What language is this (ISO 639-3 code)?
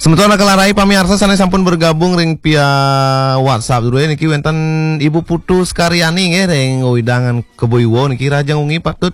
ban